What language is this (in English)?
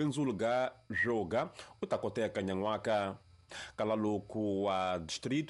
Tsonga